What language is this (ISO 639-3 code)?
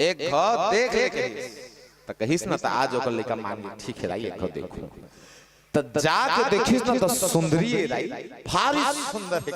hne